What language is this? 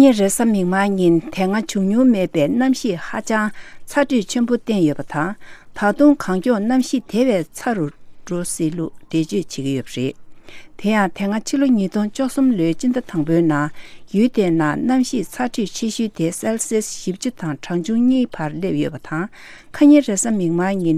Tibetan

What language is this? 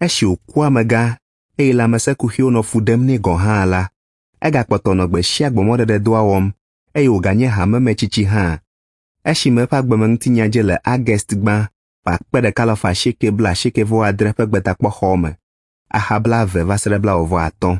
Ewe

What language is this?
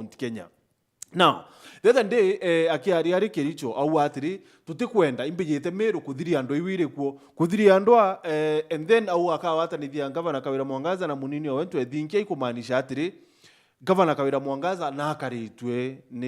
Meru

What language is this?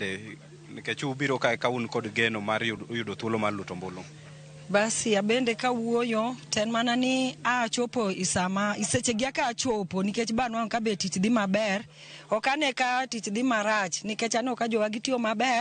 Luo (Kenya and Tanzania)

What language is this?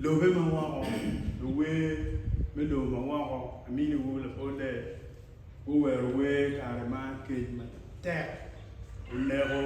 Acoli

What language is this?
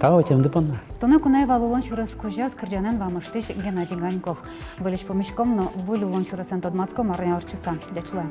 Udmurt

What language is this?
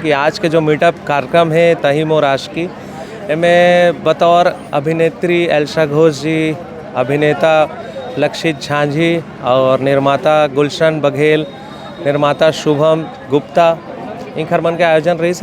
Chhattisgarhi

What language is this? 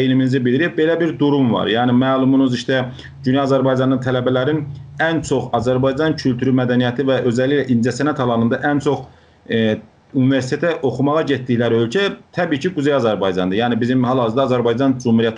South Azerbaijani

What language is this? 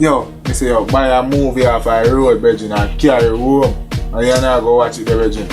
Jamaican Creole English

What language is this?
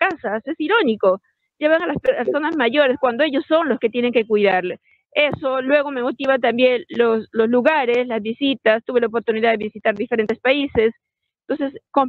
Spanish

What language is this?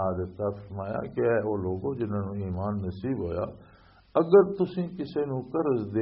Western Panjabi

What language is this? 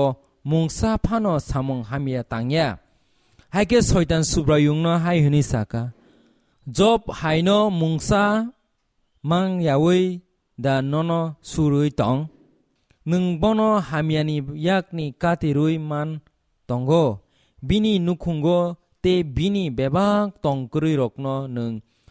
Kok Borok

